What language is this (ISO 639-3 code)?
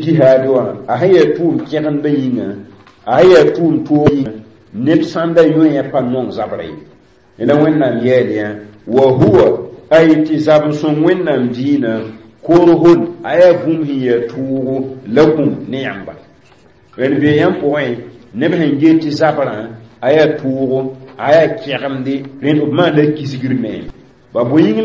mos